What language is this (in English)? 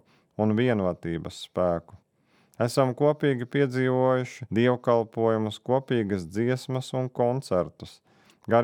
Latvian